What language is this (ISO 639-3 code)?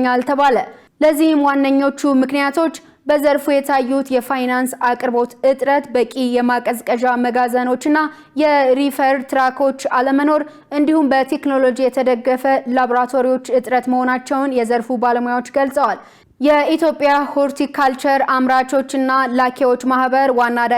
amh